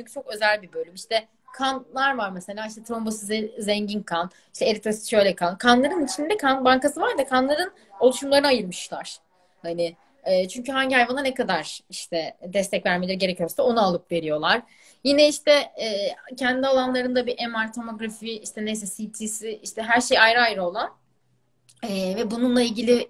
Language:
Turkish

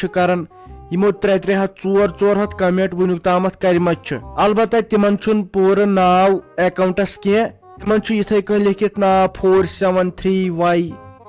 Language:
Kashmiri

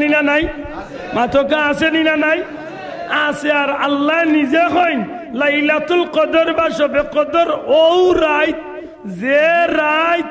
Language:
Sylheti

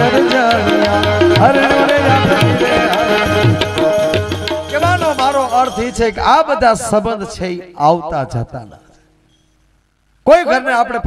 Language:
Gujarati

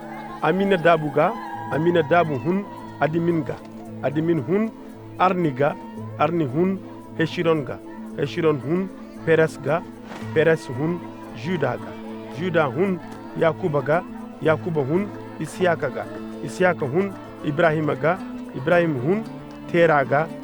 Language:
Koyraboro Senni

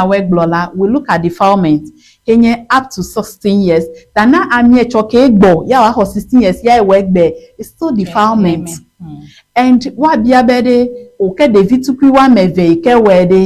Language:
Ewe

